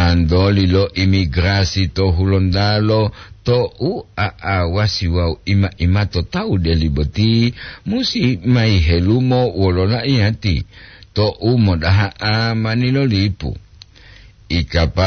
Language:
Gorontalo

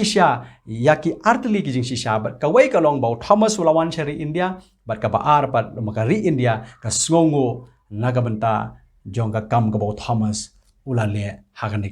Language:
Khasi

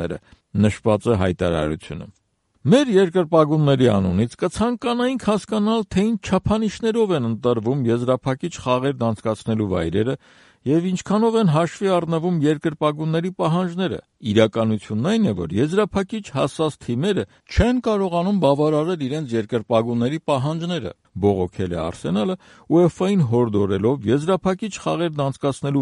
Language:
Armenian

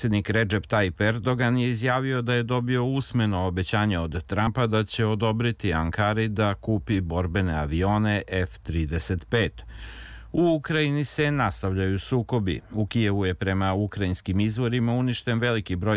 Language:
Serbian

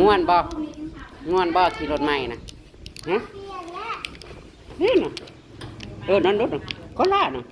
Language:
Northeastern Thai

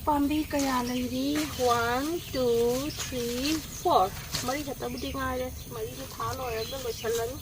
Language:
Manipuri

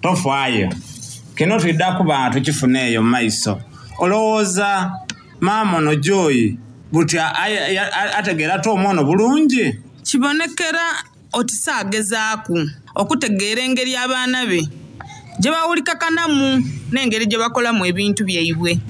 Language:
Soga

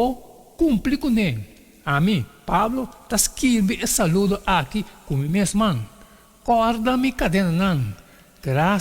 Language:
Papiamento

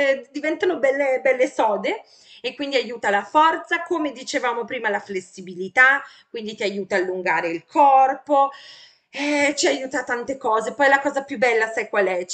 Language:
Italian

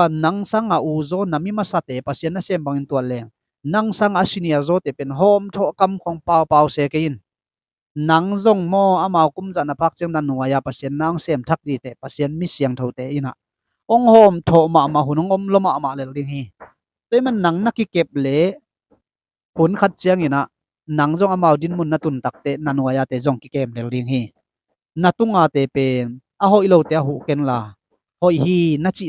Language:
Tedim Chin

